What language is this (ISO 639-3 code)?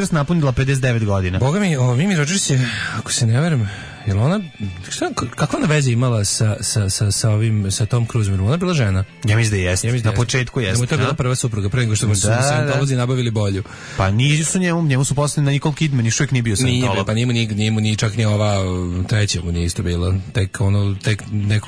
srp